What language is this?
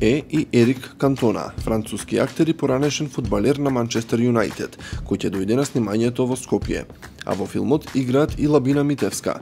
Macedonian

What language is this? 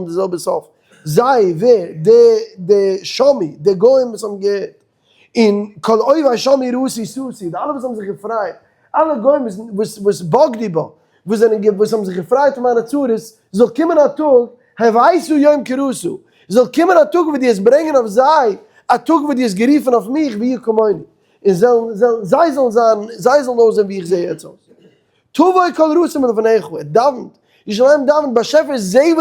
Yiddish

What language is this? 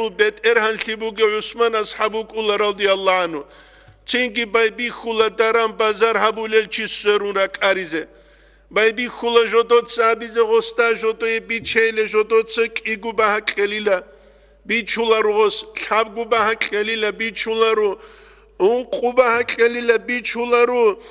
Avaric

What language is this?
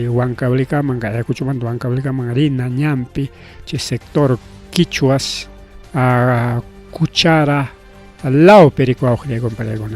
Ayacucho Quechua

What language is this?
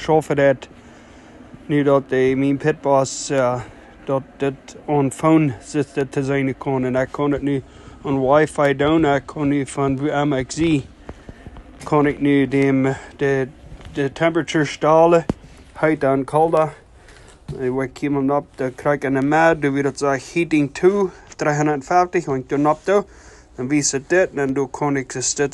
Plautdietsch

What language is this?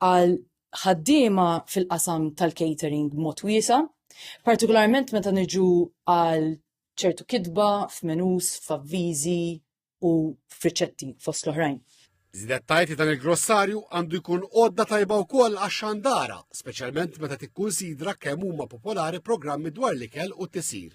Maltese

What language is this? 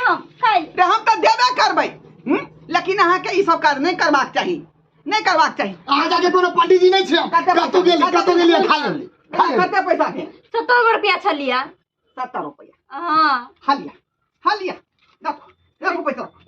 Maithili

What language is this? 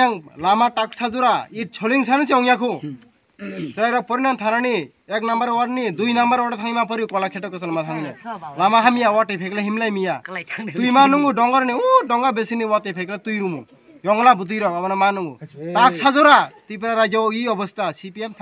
Kok Borok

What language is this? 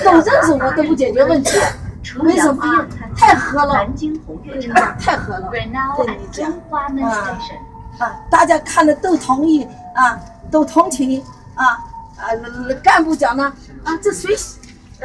Chinese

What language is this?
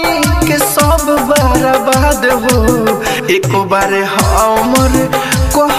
Bhojpuri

